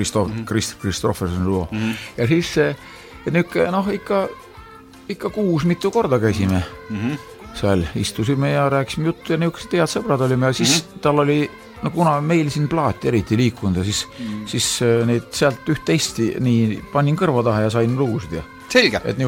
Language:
Estonian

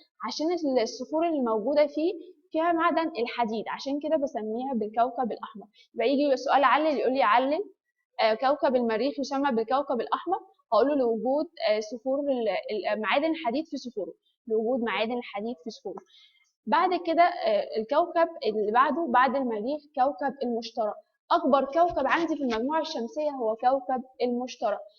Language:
Egyptian Arabic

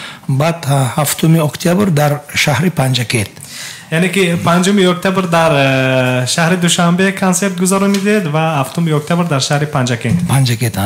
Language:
Tajik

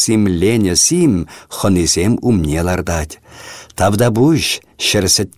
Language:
Chuvash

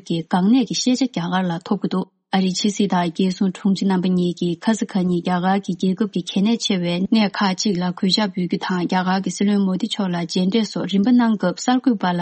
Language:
Tibetan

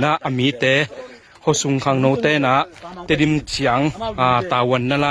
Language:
Tedim Chin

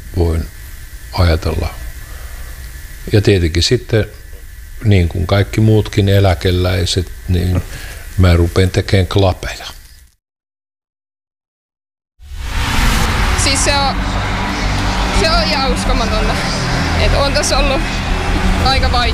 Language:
Finnish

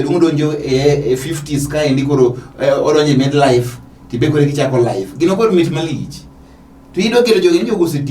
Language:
Luo (Kenya and Tanzania)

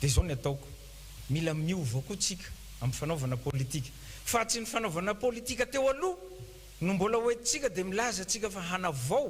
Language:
Malagasy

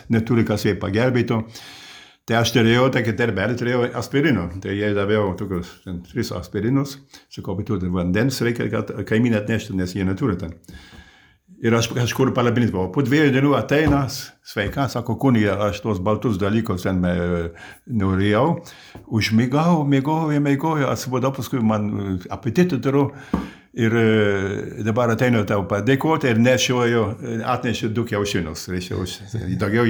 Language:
Lithuanian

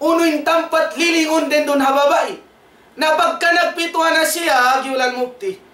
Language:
Tausug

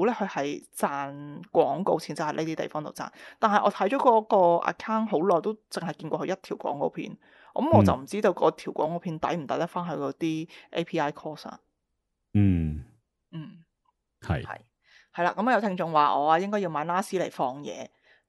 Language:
Cantonese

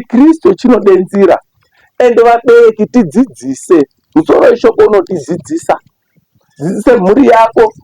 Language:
Shona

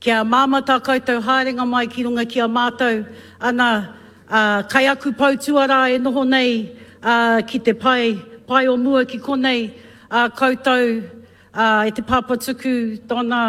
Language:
Māori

